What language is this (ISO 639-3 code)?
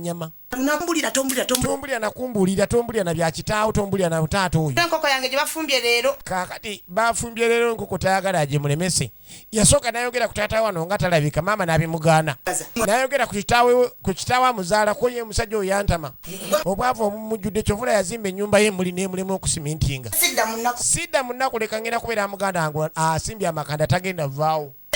lug